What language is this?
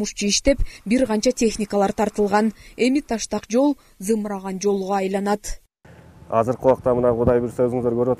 Kyrgyz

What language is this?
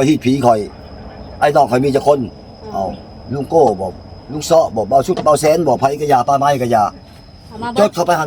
Northeastern Thai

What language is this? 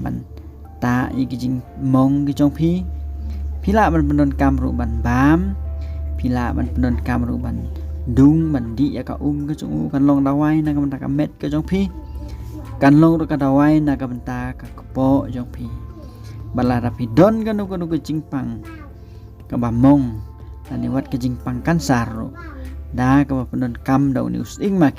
Khasi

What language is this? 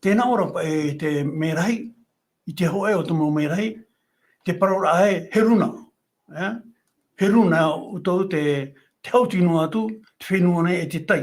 Tahitian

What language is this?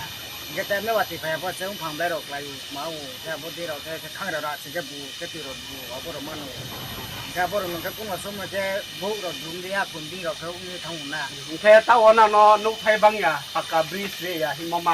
Riang (India)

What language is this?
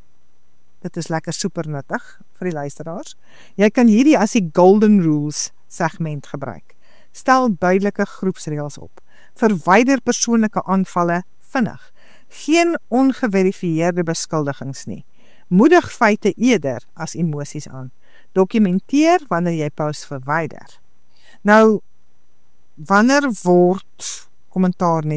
Afrikaans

